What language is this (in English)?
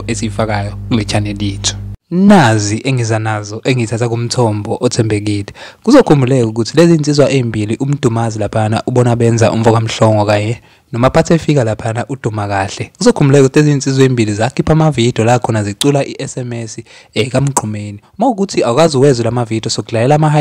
Zulu